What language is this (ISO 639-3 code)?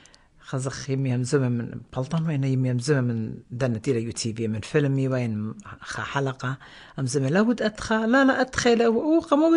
aii